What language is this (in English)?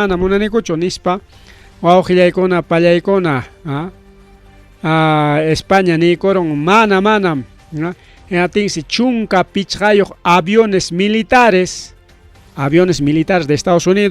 Ayacucho Quechua